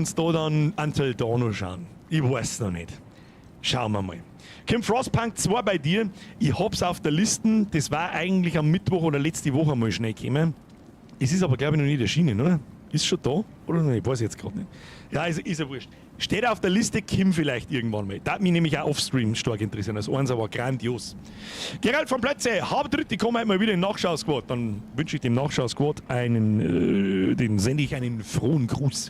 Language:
Bavarian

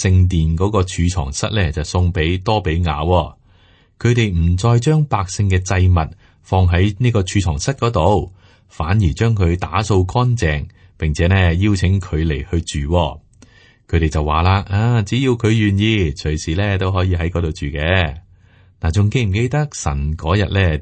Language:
Cantonese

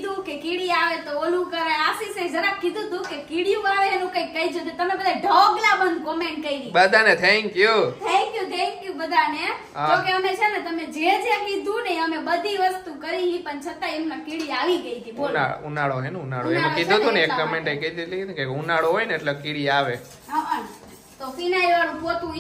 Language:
Gujarati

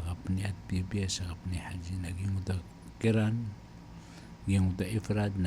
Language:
Maranao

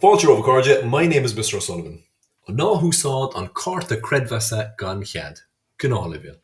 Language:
Irish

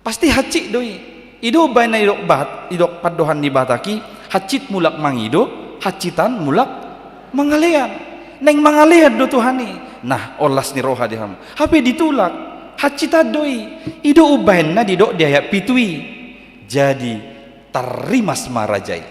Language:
Batak Toba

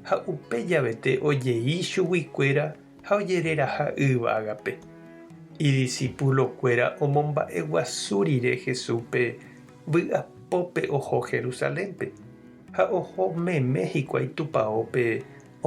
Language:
Guarani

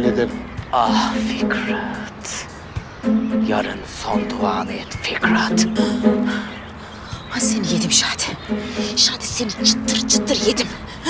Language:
Turkish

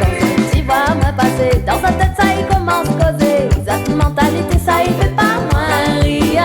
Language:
Réunion Creole French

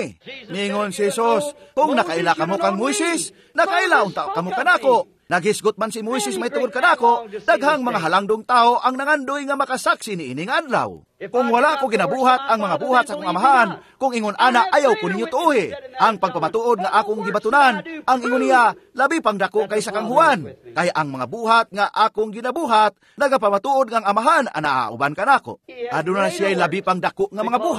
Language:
Cebuano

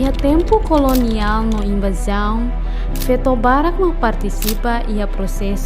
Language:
Tetum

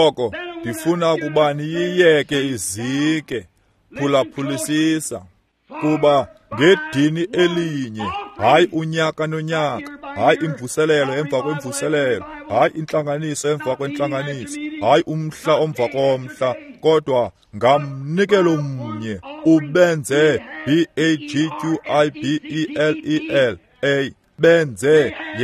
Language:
Xhosa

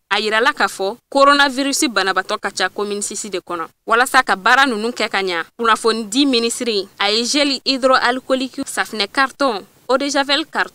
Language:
Bambara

